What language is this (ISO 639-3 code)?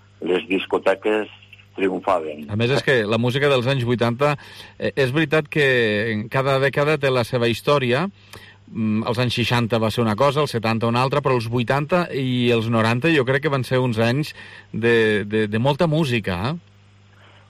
cat